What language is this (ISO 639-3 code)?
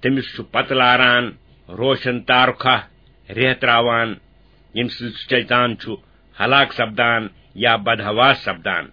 kas